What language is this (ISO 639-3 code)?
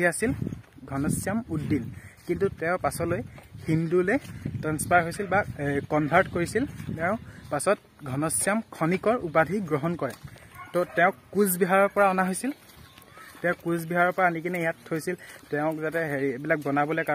asm